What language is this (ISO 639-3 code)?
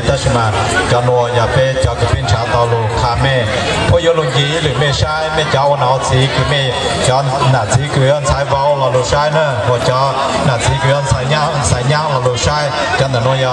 hmn